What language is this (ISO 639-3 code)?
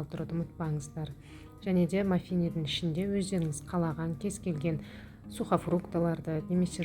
kaz